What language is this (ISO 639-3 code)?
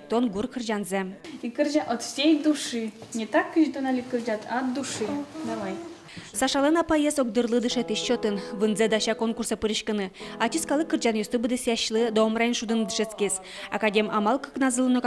udm